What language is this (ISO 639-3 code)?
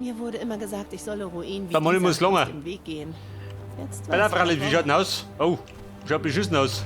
bar